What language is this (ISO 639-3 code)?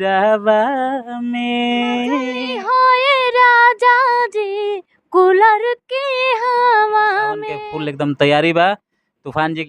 bho